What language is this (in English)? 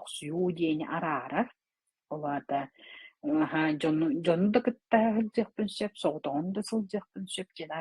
Yakut